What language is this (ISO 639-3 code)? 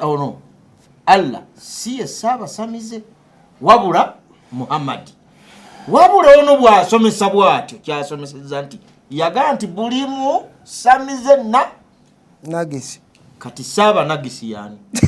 lug